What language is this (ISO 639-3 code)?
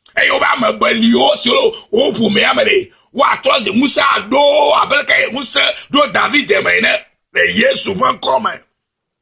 ewe